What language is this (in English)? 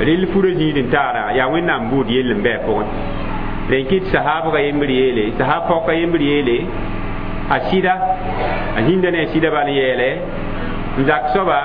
Mossi